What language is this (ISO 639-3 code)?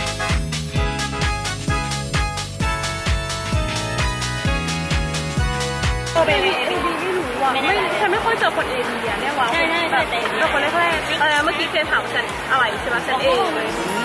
tha